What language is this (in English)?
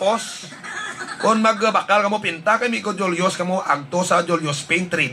Hiligaynon